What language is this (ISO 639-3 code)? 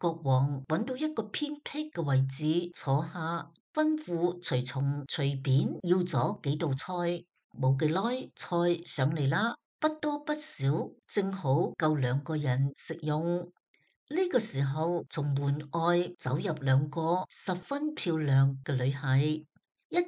yue